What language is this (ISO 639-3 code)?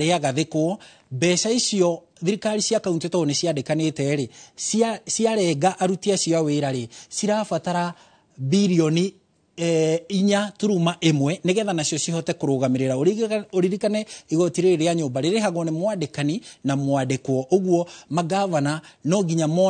kik